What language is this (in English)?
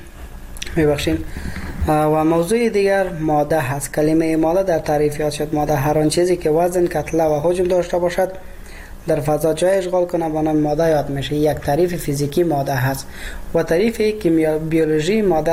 Persian